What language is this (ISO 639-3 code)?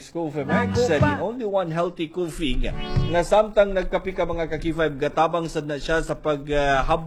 ceb